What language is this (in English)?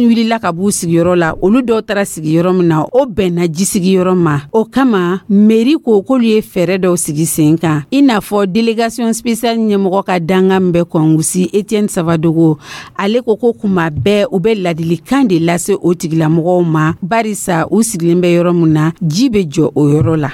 Dyula